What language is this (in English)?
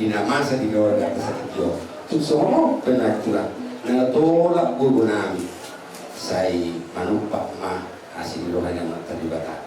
Batak Toba